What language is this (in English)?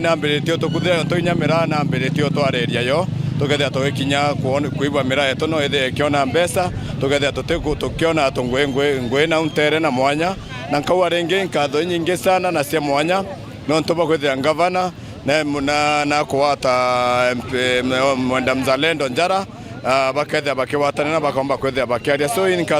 Meru